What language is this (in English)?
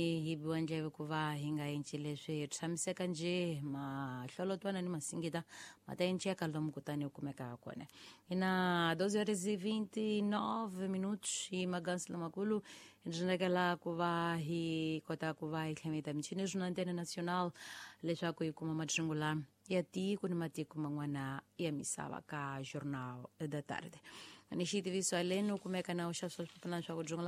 Tsonga